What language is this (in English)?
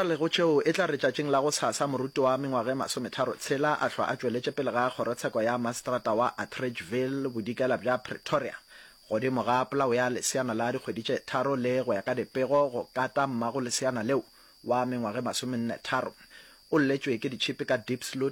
Northern Sotho